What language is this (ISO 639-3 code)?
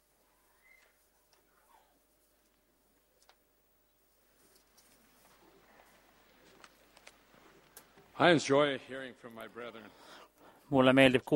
est